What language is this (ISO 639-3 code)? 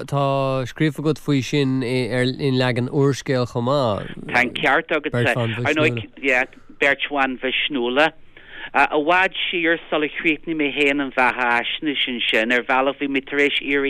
gle